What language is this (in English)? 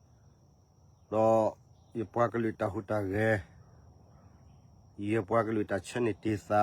S'gaw Karen